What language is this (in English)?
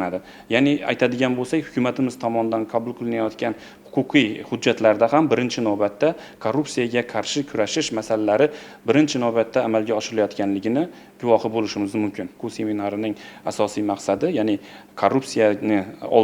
Uzbek